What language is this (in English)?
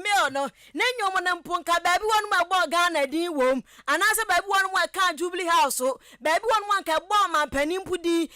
Akan